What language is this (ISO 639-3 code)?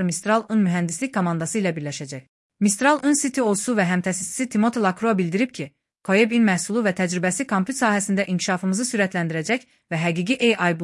aze